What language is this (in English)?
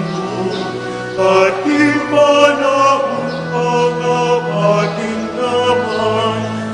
Pampanga